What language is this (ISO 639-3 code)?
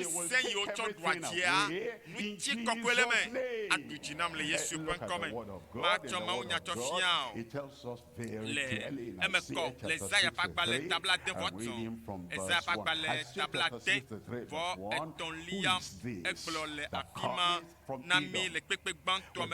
ewe